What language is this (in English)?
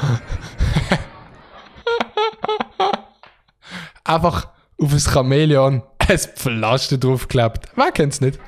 Swiss German